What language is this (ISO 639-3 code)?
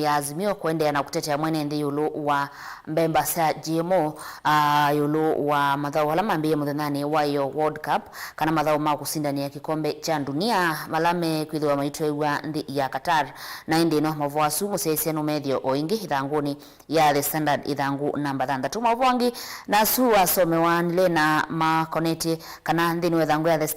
kam